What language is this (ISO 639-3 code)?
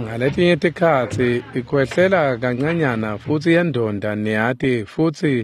ssw